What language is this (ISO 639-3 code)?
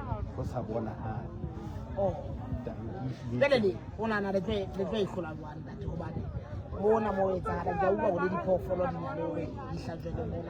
sot